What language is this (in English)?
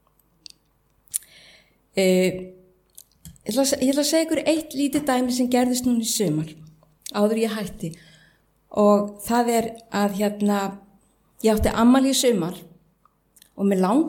Icelandic